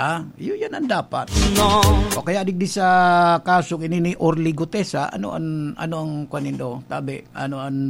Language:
Bikol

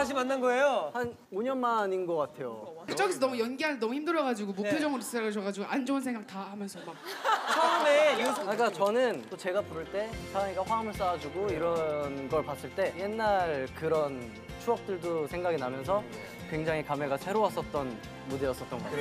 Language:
Korean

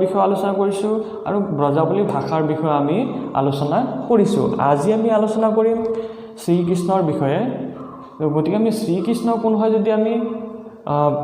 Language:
Assamese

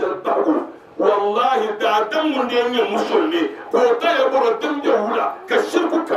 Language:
Dagbani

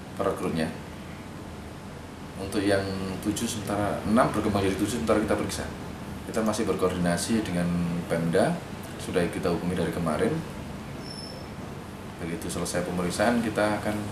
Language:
Indonesian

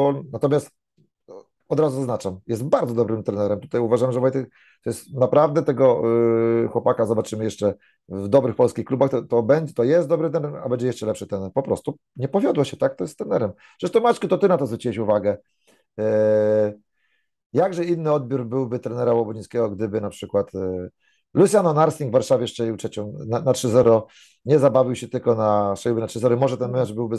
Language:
Polish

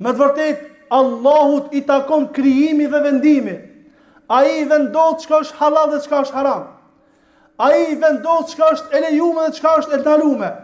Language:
Albanian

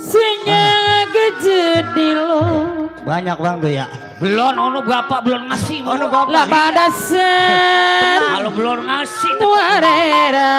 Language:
Betawi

